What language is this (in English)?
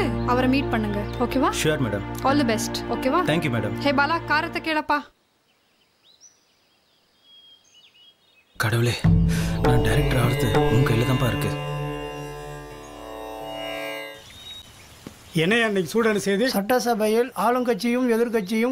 Tamil